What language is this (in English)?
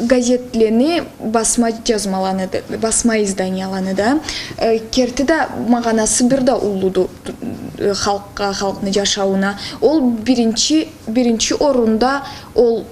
Karachay-Balkar